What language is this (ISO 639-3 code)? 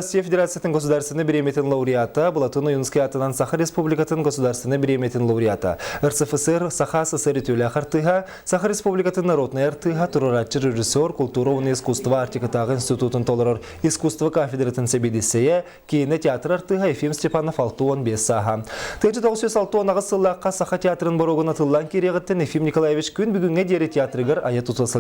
sah